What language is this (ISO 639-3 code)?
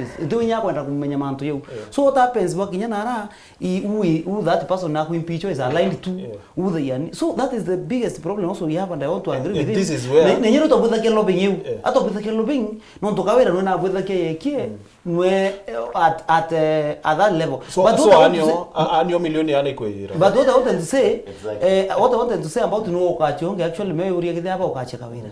mer